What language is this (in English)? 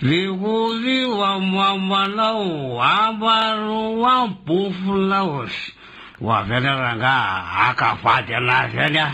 Malagasy